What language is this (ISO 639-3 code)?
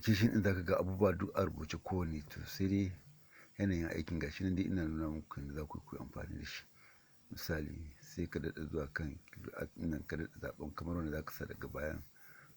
hau